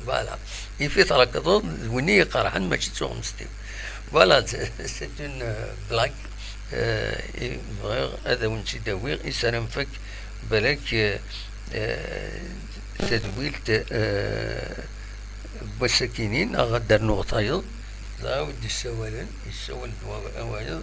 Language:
Kabyle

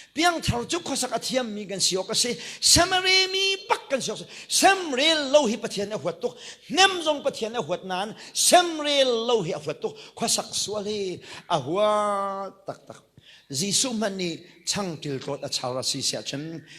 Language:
Hakha Chin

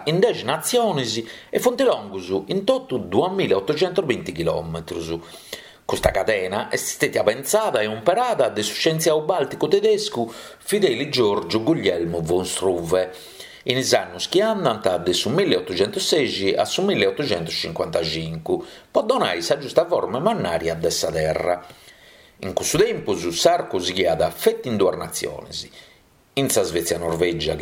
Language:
Sardinian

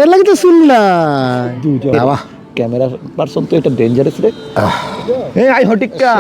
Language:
Sylheti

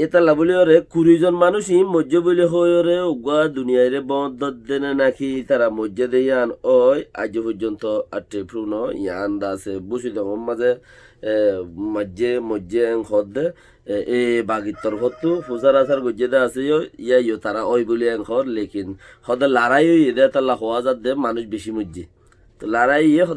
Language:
Rohingya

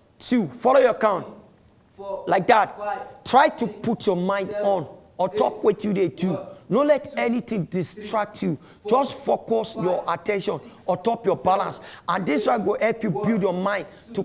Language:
Nigerian Pidgin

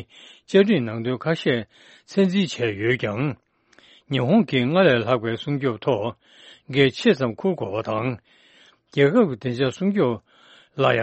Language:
Tibetan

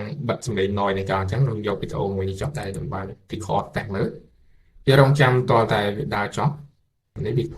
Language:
Khmer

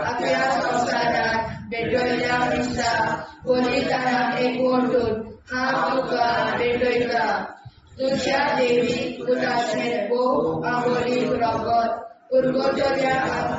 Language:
Konkani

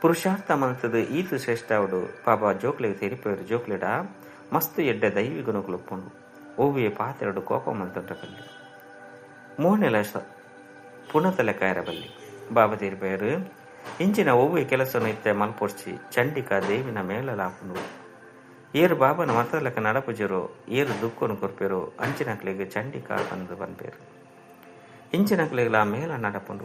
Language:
Tulu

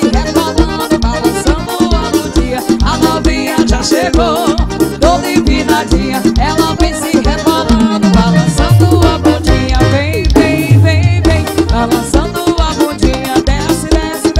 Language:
Portuguese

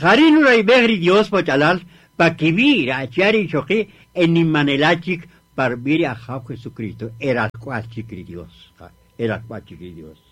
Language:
Kaqchikel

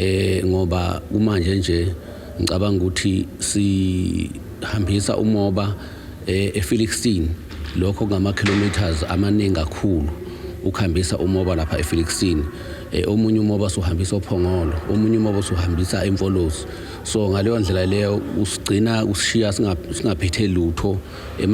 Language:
Zulu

